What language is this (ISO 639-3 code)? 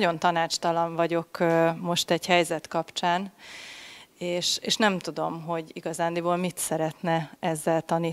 hun